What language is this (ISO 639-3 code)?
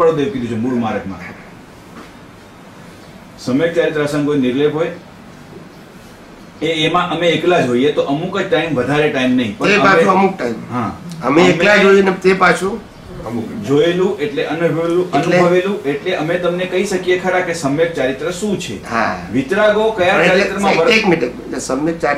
guj